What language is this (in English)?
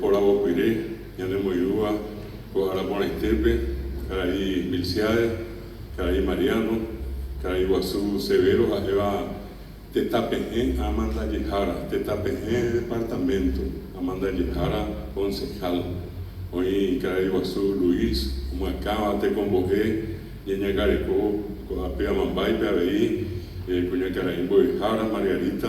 Guarani